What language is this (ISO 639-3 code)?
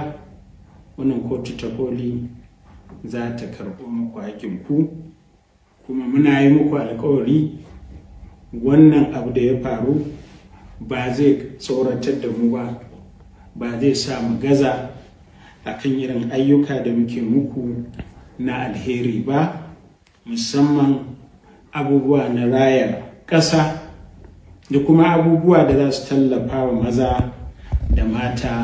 hau